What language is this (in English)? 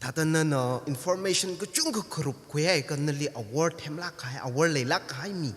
Tangkhul Naga (India)